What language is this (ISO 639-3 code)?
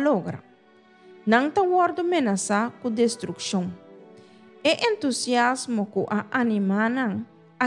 pap